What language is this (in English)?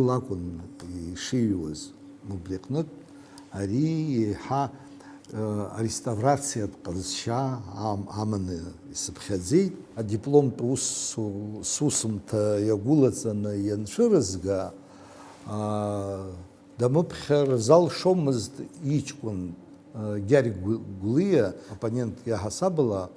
Abkhazian